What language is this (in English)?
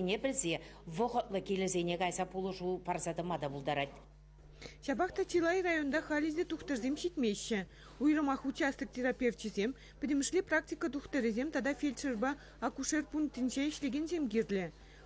Chuvash